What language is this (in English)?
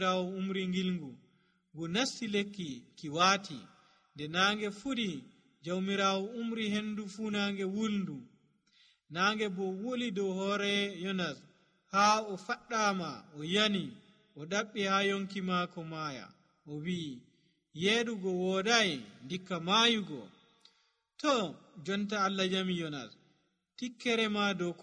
Nigerian Fulfulde